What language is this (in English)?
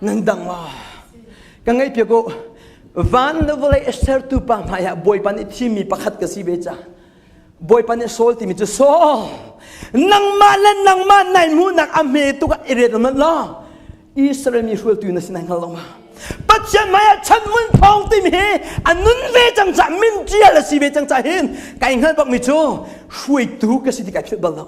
Hakha Chin